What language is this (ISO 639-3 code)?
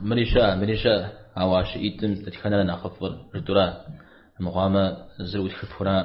kbd